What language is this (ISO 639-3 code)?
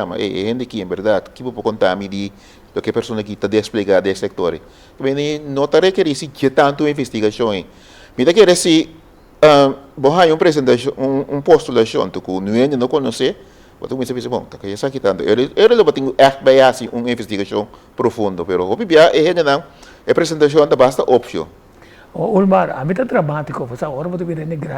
pap